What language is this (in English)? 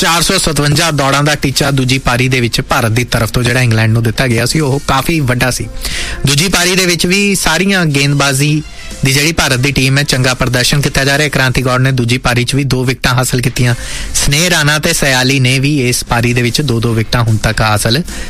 Punjabi